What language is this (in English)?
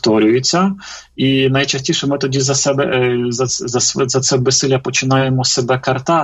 Ukrainian